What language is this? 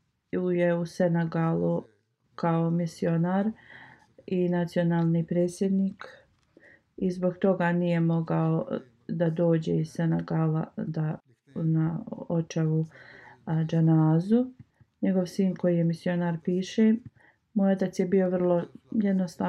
Bosnian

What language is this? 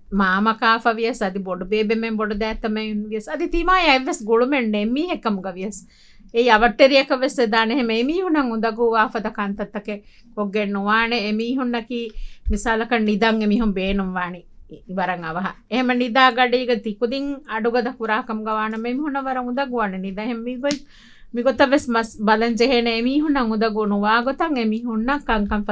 Divehi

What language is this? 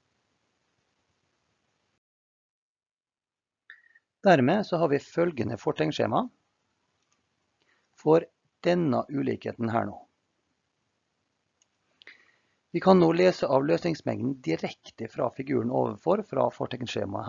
Norwegian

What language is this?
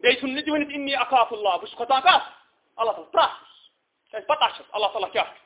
Kashmiri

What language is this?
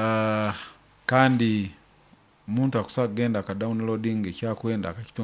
Nyoro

